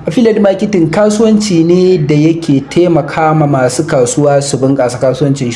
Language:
Hausa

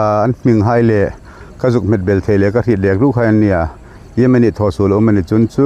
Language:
Hmar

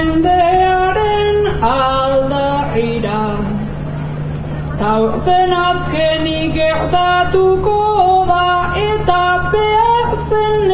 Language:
Basque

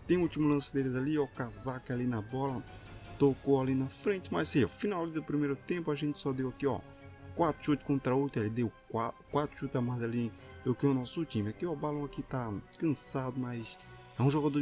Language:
Portuguese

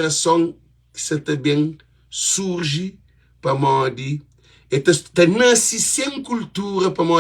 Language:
Kabuverdianu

